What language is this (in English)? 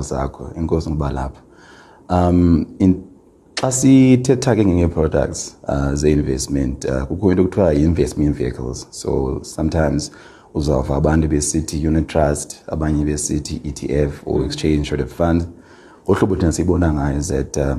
Xhosa